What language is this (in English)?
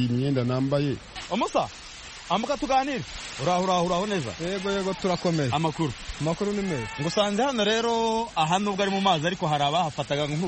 Kinyarwanda